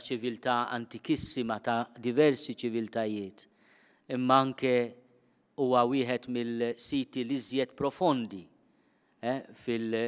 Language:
Maltese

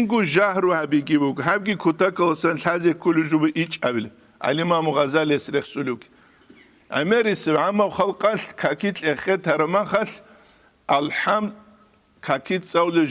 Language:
Avaric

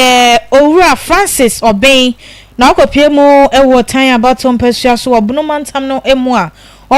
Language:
Akan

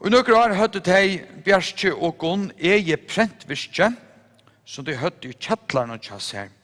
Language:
Faroese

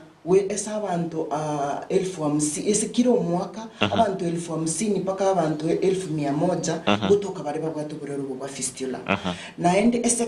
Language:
Gusii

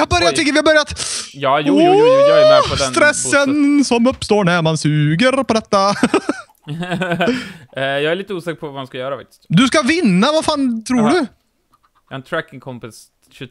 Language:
Swedish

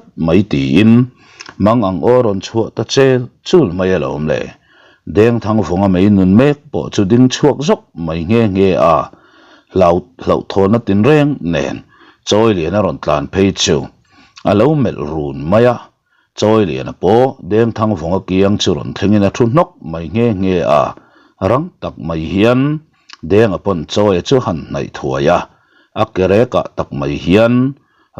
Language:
Mizo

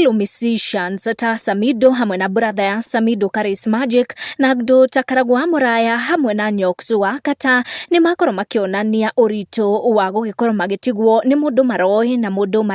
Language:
Kikuyu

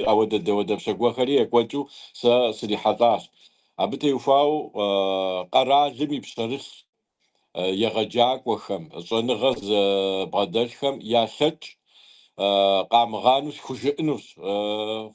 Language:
Kabardian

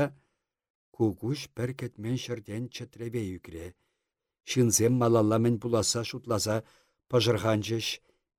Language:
Chuvash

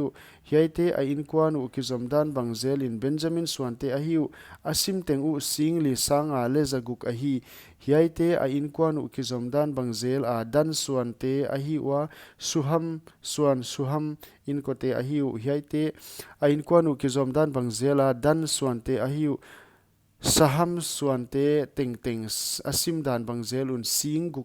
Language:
Paite Chin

